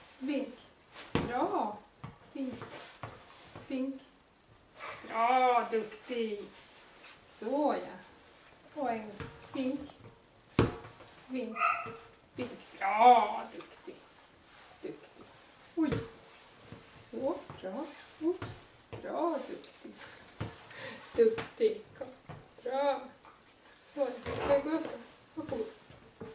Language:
Swedish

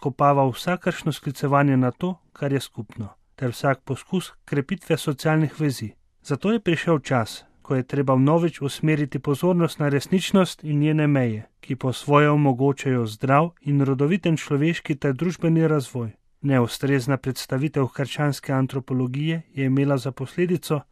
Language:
Slovenian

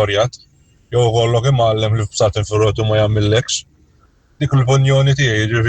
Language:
Maltese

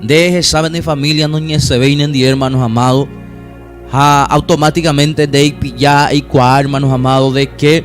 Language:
Guarani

